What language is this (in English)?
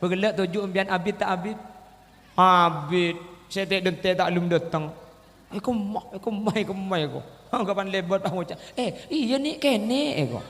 Madurese